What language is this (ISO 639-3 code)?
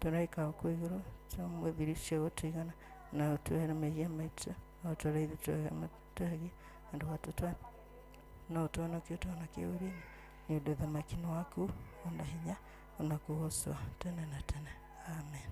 kik